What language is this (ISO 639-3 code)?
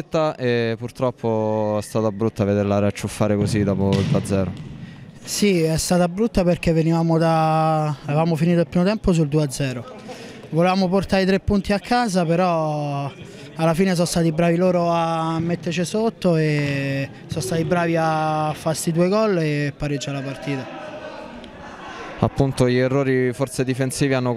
ita